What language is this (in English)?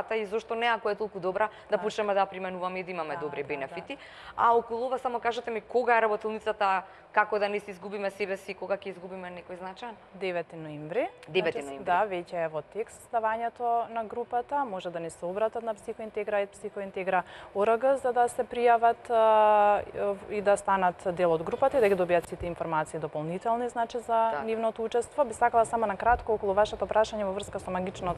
Macedonian